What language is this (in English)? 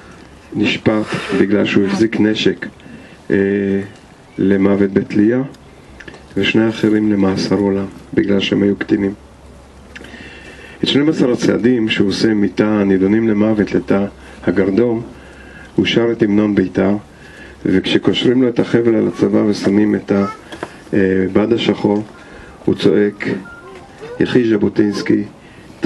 Hebrew